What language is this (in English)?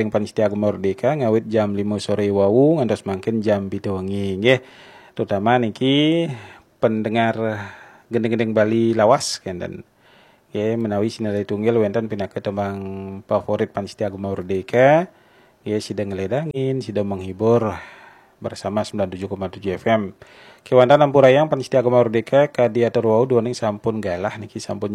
Balinese